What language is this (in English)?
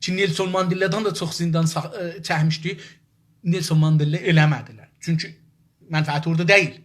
South Azerbaijani